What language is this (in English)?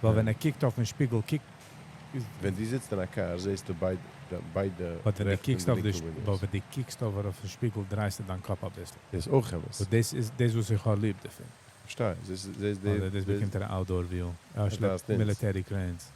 Yiddish